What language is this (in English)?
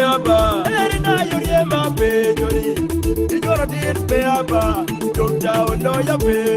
Acoli